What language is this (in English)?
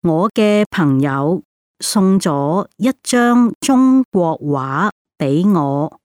Cantonese